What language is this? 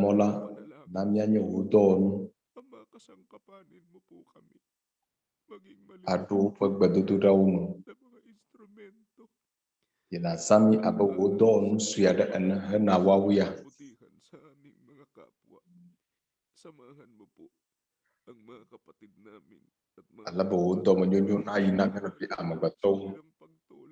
Ewe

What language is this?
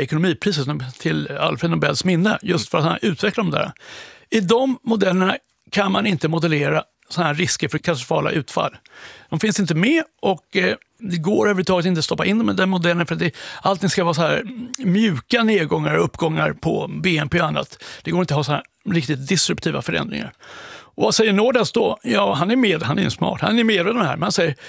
Swedish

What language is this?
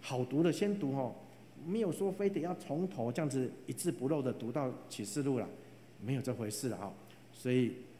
Chinese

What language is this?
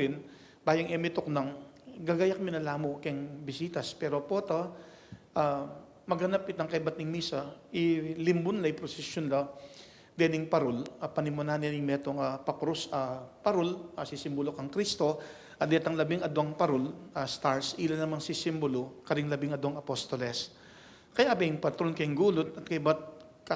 Pampanga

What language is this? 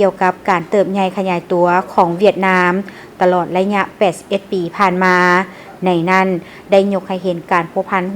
Lao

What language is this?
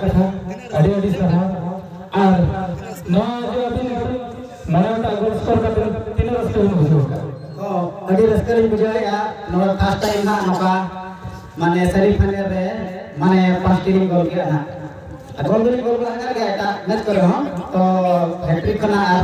Santali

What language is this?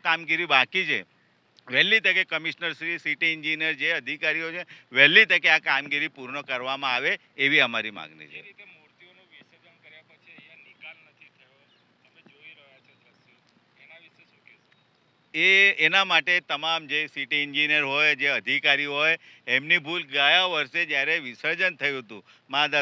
Gujarati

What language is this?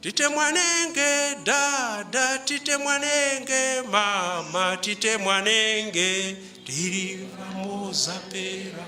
Nyanja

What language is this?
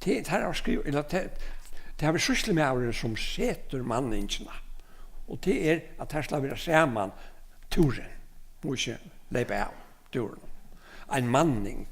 Faroese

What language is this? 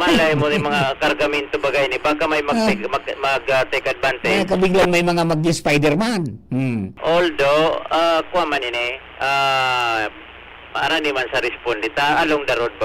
Bikol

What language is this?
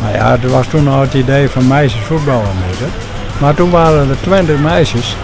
Western Frisian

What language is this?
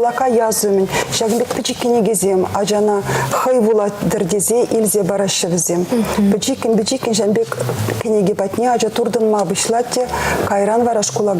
Chuvash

